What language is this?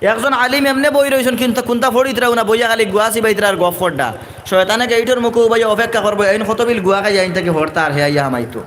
Sylheti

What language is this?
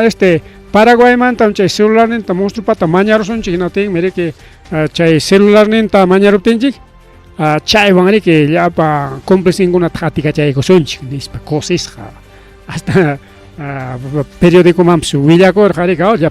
Ayacucho Quechua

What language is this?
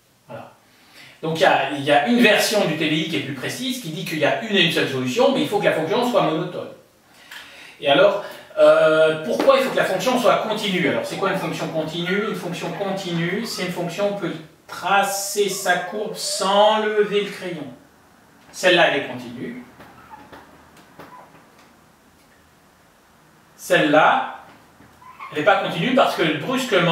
French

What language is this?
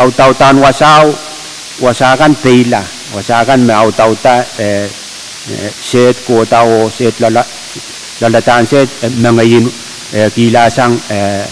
Pohnpeian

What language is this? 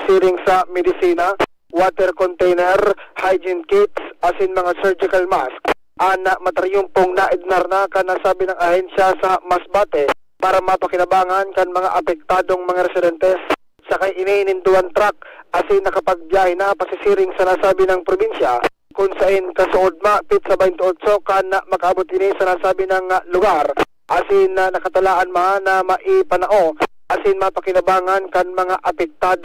Bikol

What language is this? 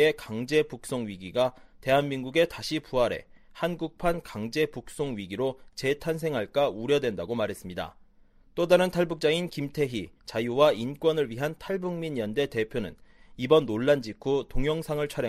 Korean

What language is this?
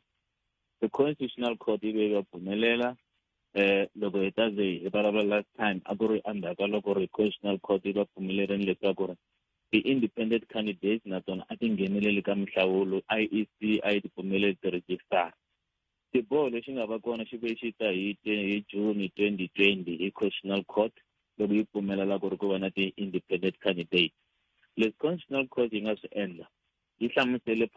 Tsonga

